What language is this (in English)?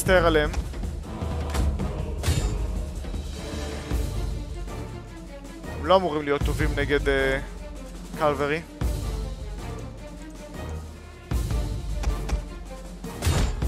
Hebrew